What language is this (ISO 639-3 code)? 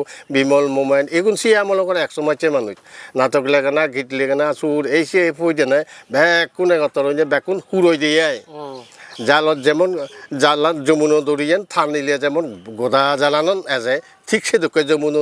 ccp